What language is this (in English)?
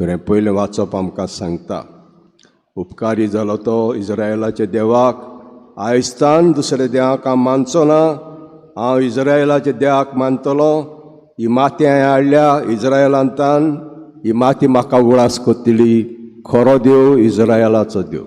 Konkani